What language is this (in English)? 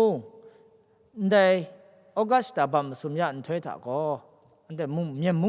Kachin